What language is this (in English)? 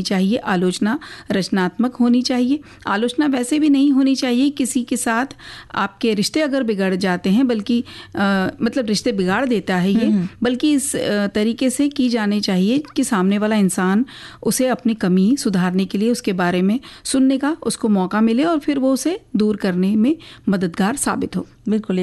Hindi